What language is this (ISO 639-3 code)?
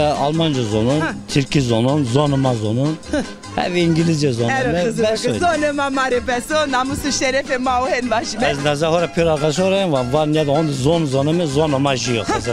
zza